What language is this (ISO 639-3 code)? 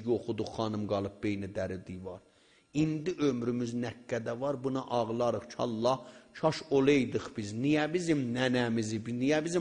azb